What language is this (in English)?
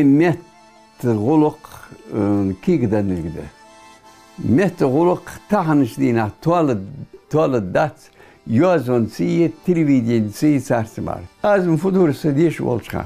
Ingush